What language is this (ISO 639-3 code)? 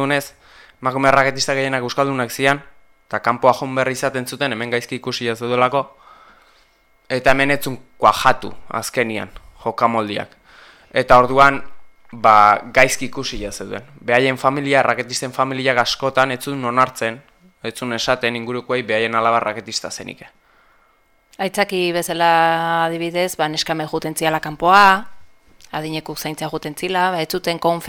eus